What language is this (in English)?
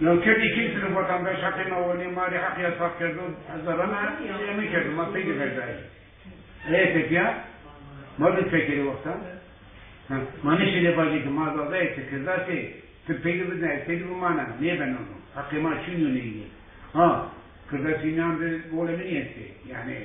Zaza